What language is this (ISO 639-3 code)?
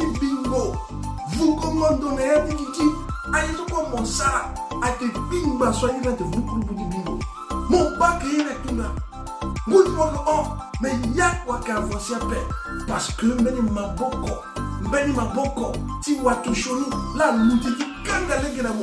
sag